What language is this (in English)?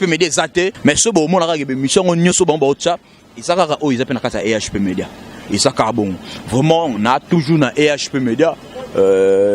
Lingala